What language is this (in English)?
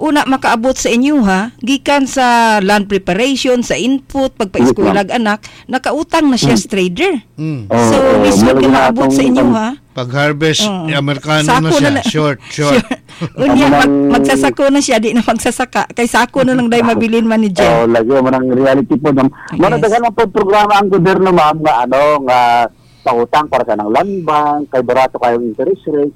Cebuano